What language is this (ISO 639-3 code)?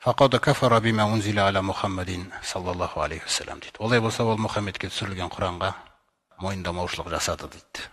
kaz